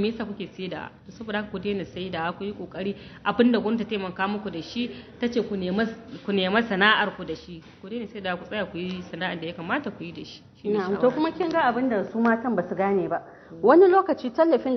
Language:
Hausa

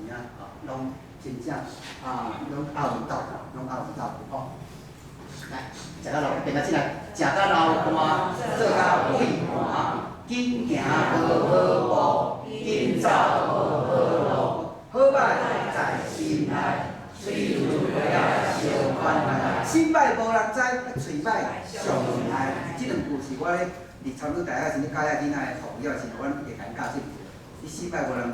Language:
Min Nan Chinese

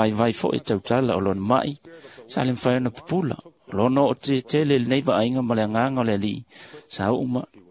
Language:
Samoan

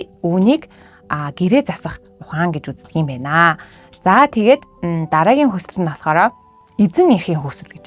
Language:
Mongolian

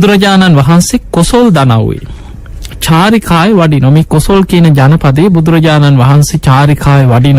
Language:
Sinhala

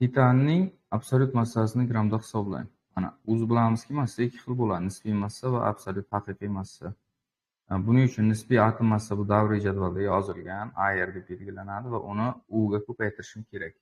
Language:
Uzbek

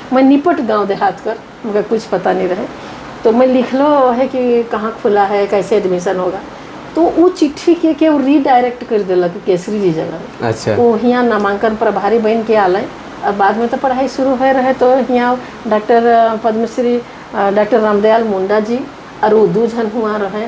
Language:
Sadri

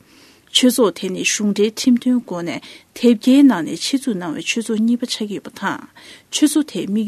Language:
Tibetan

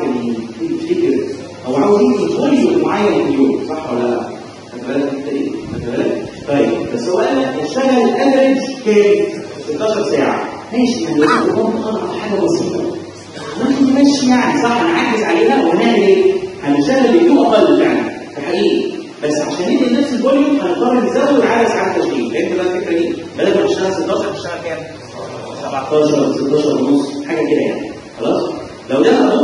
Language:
Egyptian Arabic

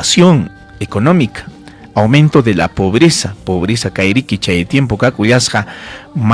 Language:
Ayacucho Quechua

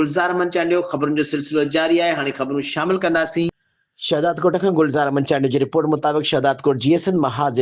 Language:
Sindhi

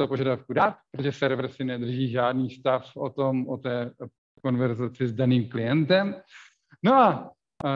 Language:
Czech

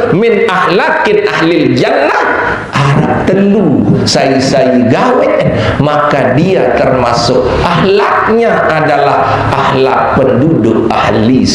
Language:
Sasak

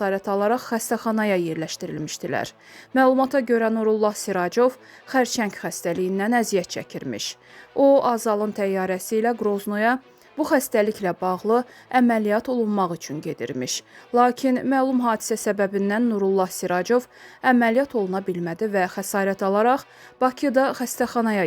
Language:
Azerbaijani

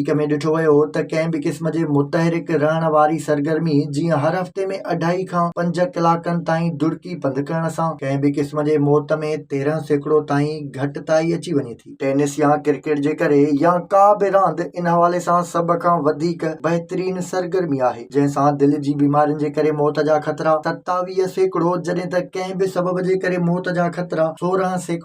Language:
Sindhi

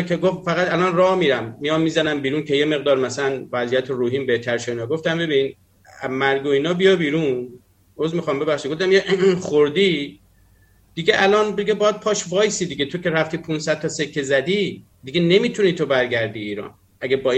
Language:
Persian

